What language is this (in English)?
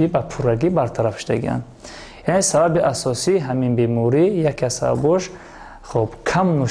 Tajik